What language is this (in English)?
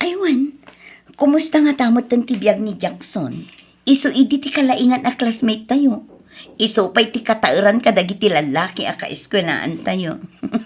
Iloko